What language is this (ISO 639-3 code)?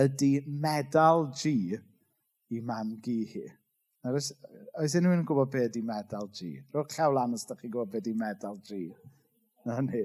cym